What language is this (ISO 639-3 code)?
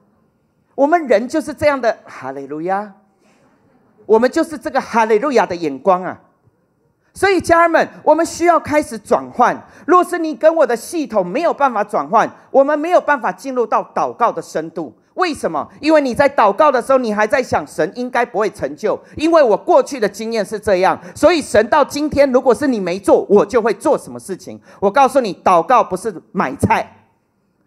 zho